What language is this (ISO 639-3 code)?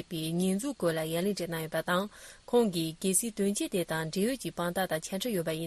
bod